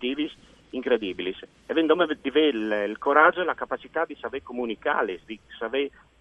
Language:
Friulian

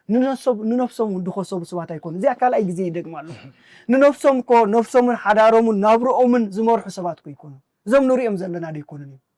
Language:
Tigrinya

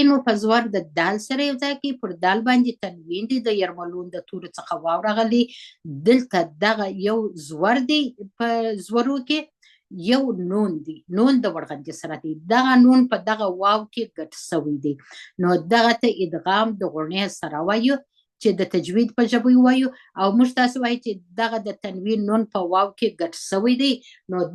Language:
Pashto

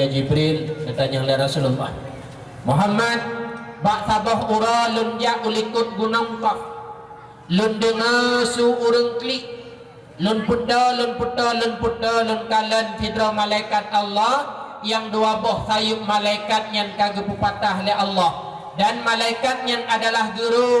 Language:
Achinese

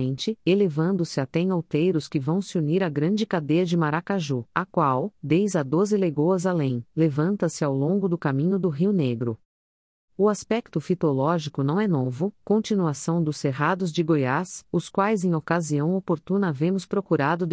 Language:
Portuguese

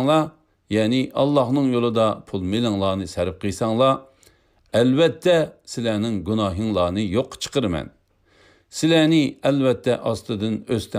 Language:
Uyghur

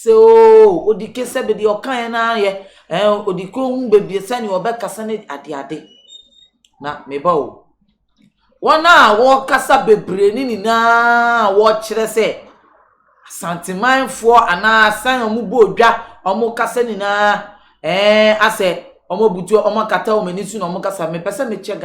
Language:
Akan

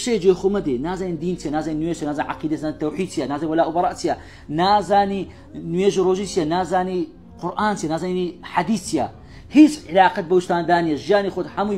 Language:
Central Kurdish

